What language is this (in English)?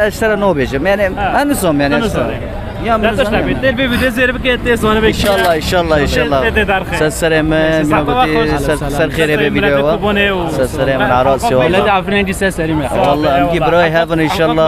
Kurdish